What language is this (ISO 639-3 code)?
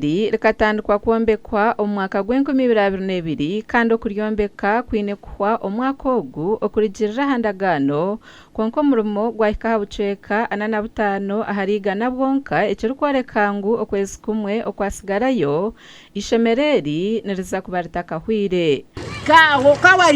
nyn